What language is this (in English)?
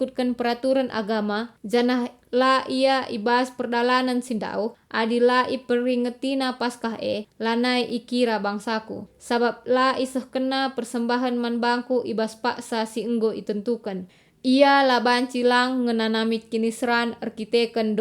Batak Karo